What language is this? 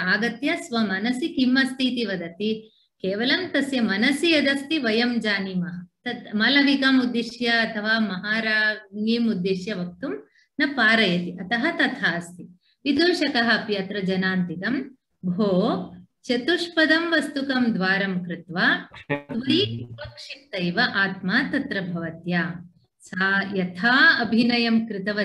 Sanskrit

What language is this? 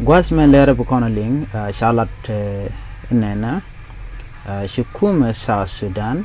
Nuer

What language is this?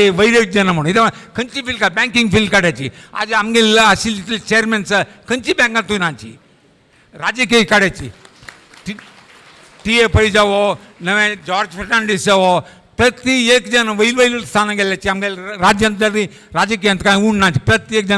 Konkani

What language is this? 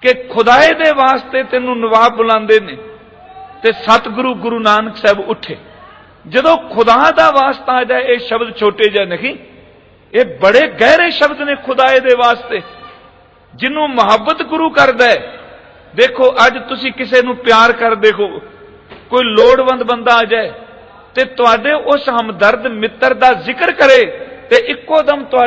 Punjabi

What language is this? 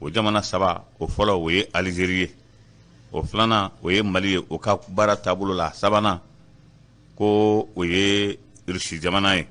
Bambara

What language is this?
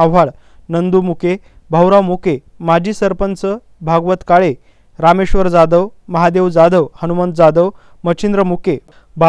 Marathi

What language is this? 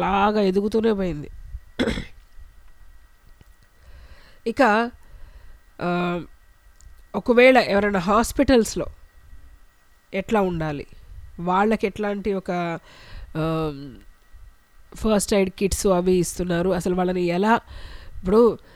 Telugu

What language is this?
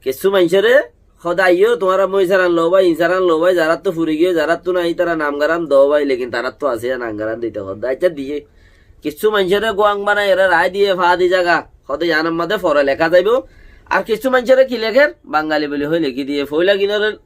Rohingya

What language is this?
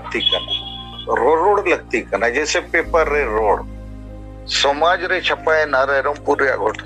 Santali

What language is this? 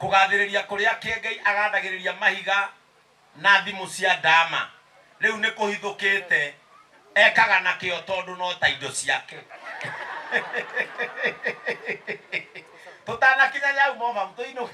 Kikuyu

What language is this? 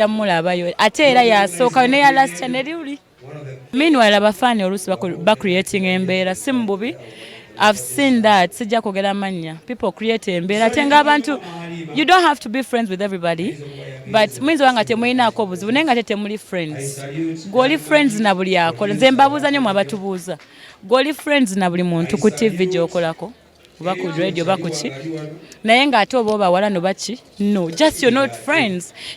Ganda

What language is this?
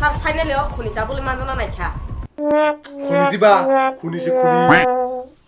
Kok Borok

